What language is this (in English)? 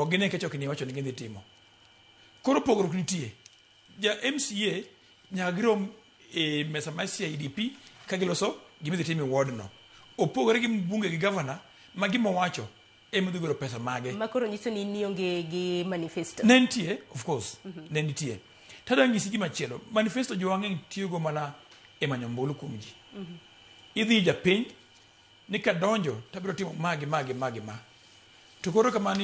Luo (Kenya and Tanzania)